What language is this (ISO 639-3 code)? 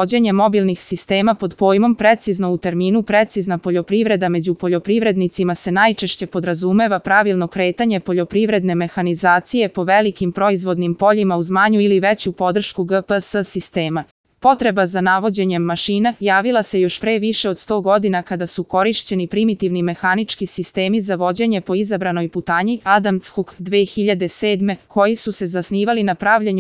srp